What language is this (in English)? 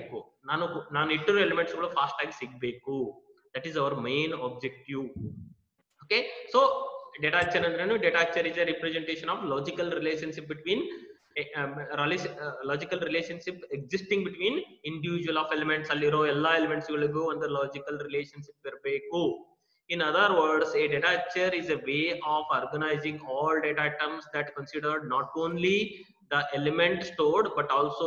Kannada